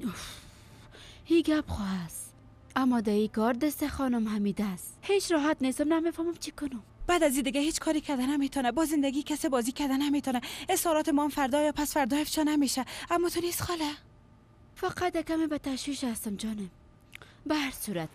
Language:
Persian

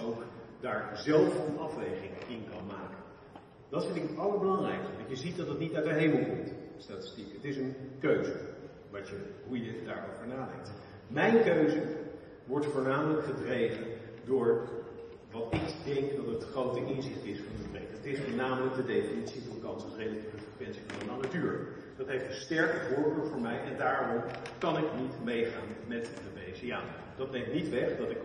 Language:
Dutch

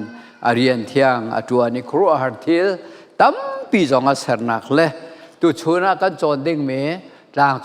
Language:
Hakha Chin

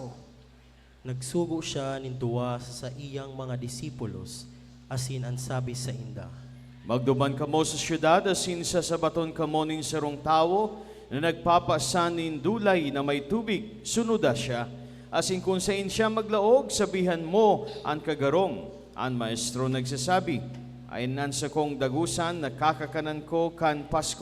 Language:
Bikol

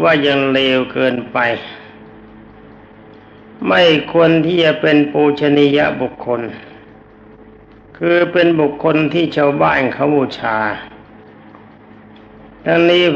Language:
Thai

